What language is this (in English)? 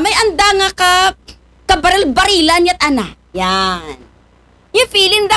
Aklanon